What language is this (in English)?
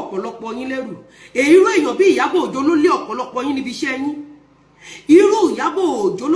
Yoruba